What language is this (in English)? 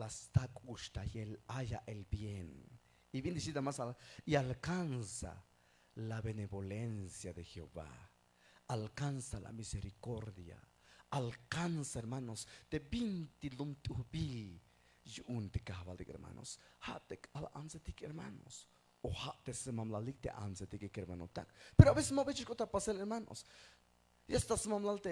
Tzeltal